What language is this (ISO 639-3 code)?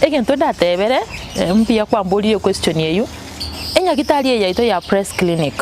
guz